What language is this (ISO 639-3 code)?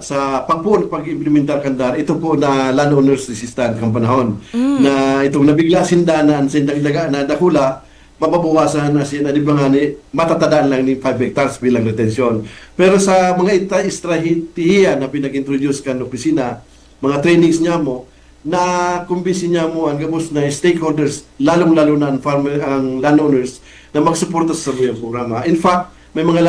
bik